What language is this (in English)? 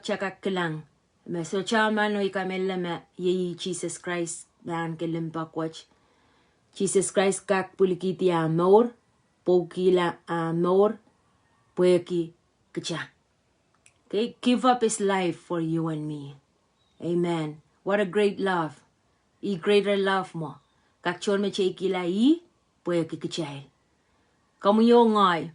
Pohnpeian